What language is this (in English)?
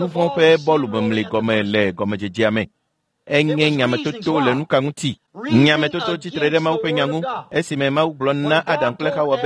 Ewe